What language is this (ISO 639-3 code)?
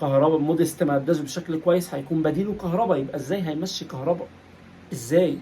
arz